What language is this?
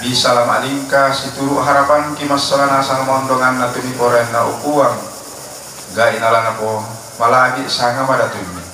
Toraja-Sa'dan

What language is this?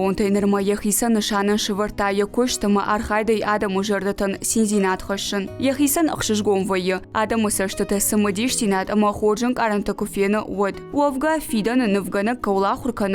Ossetic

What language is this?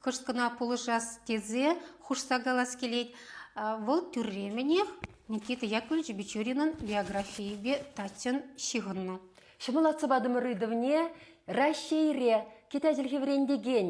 Chuvash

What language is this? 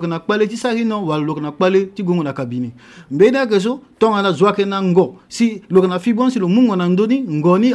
Sango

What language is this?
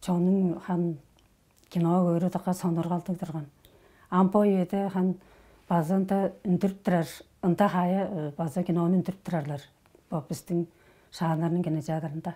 Tuvinian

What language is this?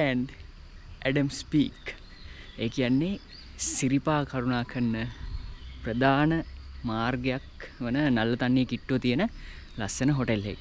Sinhala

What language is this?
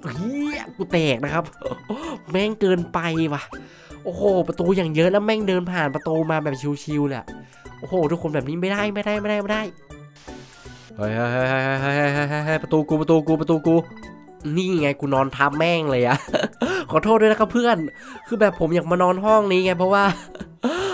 Thai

